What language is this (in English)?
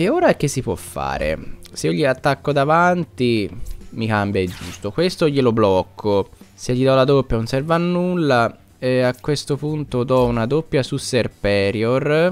Italian